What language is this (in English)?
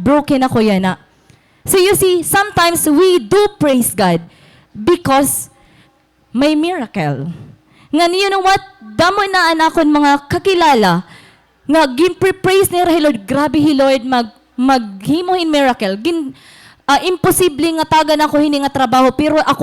Waray